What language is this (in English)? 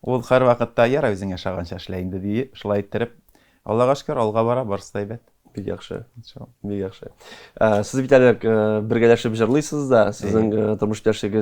Tatar